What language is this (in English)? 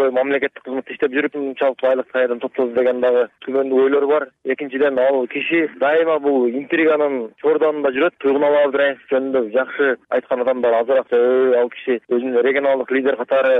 Kyrgyz